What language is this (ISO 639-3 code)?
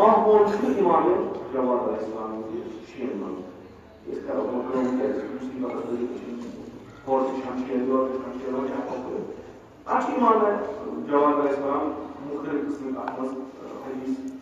kas